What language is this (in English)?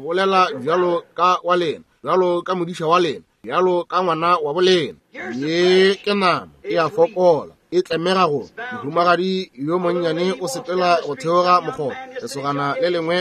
Northern Sotho